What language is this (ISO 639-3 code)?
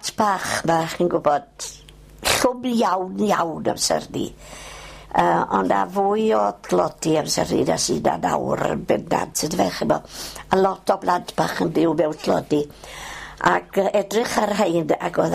cym